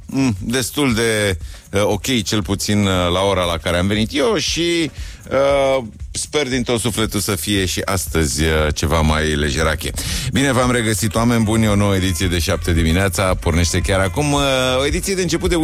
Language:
Romanian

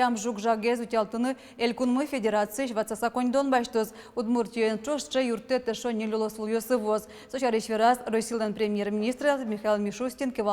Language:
Udmurt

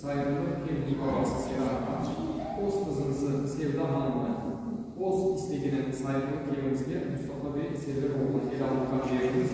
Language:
Crimean Tatar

